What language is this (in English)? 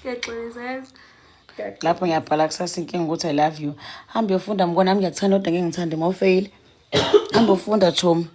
Zulu